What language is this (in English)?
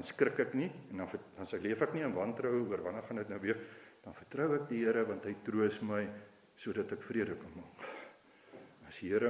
Afrikaans